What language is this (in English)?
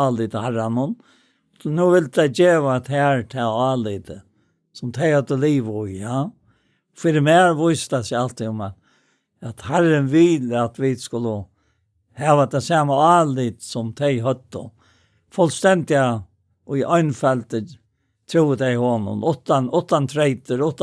Faroese